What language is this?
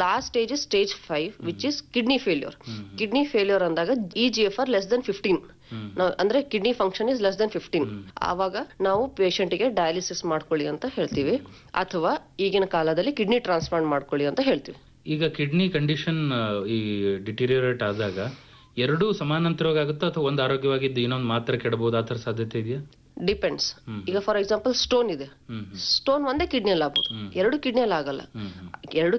Kannada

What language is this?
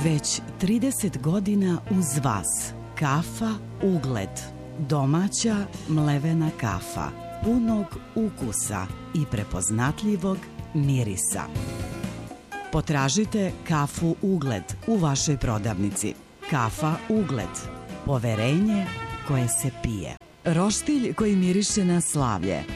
Serbian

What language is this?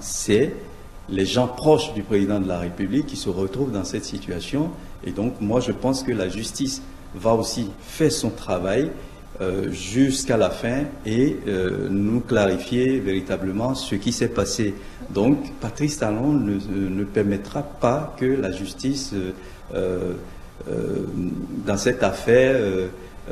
French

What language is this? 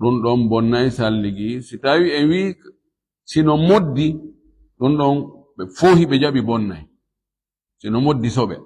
Fula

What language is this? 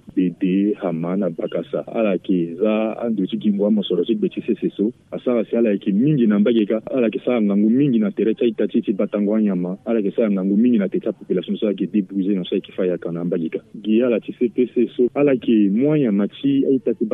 Sango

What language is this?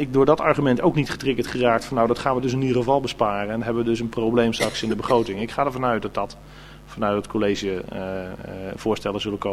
Dutch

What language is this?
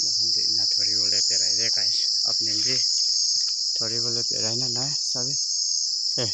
Naga Pidgin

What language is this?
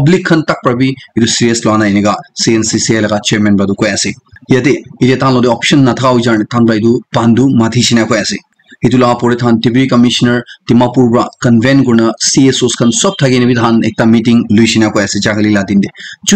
Naga Pidgin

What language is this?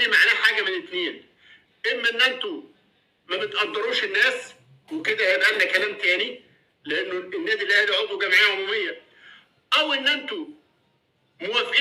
Egyptian Arabic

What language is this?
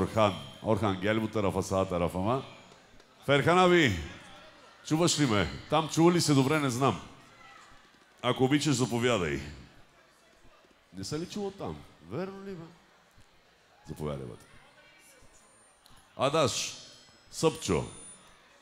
Bulgarian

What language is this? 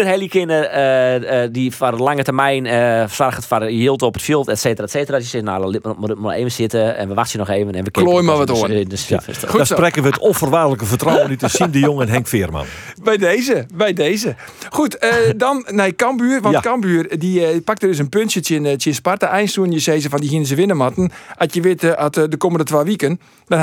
Western Frisian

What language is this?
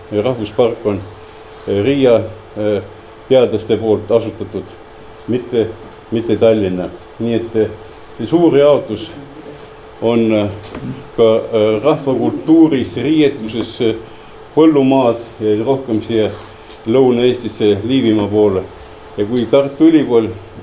Estonian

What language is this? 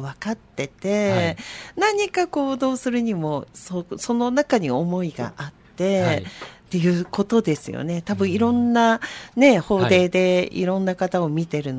Japanese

